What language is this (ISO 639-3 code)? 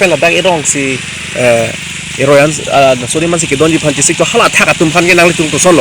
mjw